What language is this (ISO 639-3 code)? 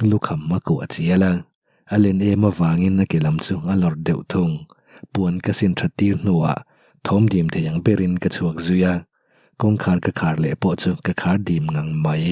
lus